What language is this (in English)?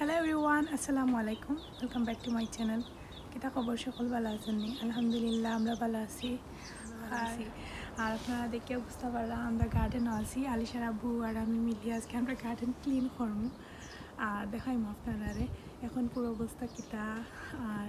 Sylheti